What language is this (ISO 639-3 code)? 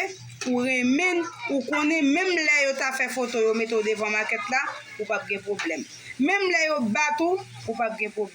hat